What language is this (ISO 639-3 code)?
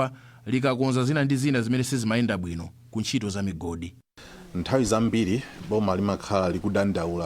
nya